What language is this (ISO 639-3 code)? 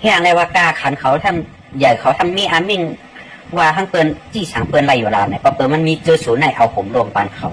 shn